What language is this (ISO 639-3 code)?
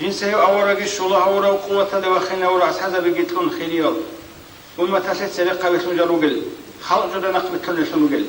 ava